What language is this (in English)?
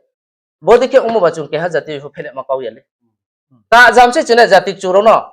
Riang (India)